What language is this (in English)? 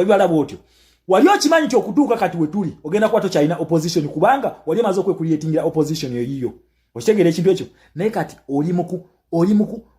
Ganda